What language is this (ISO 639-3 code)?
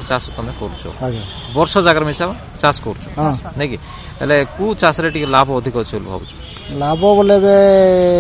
ori